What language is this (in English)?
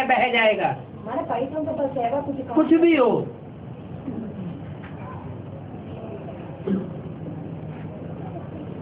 Hindi